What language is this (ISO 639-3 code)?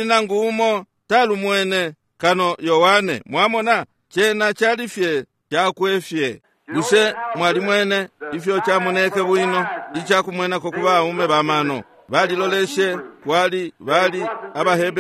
bem